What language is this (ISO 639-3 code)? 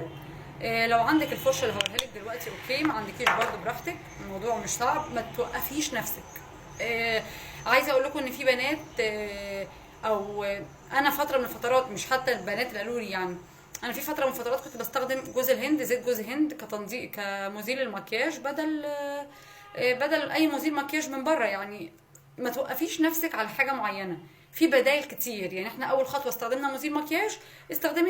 arz